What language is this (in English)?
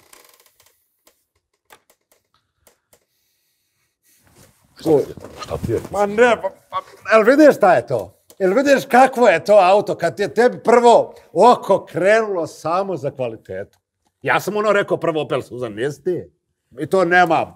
Serbian